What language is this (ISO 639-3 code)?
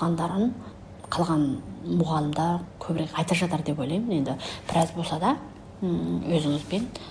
kaz